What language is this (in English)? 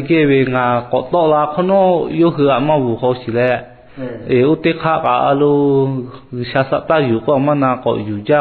Lahu